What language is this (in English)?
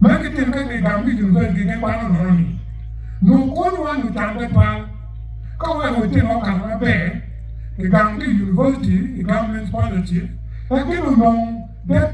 Acoli